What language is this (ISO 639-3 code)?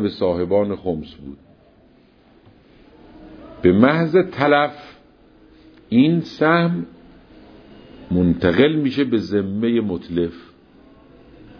fas